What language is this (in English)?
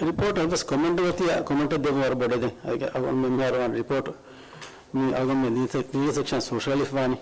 Divehi